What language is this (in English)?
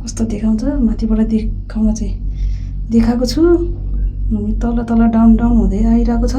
Nepali